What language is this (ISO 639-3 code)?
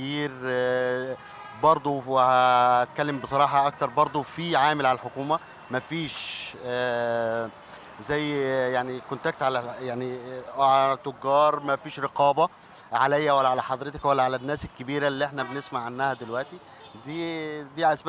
arz